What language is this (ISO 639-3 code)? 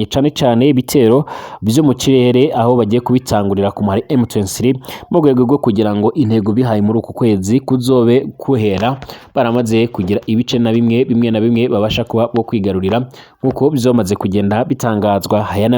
run